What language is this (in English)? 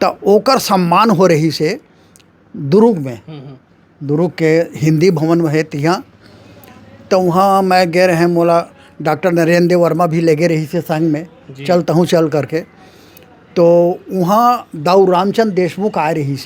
Chhattisgarhi